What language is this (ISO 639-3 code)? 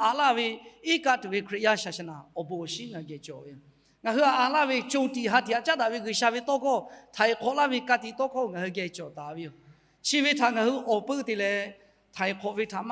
lhu